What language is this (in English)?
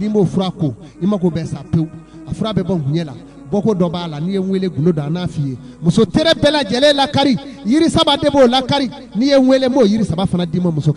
Bambara